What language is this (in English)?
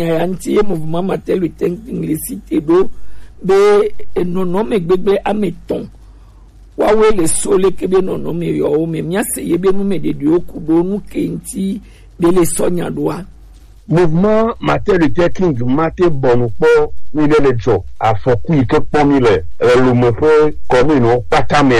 Gen